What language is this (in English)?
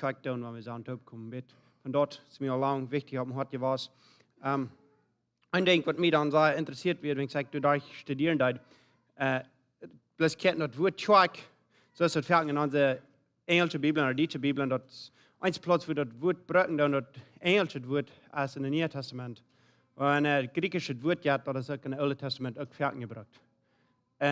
Plautdietsch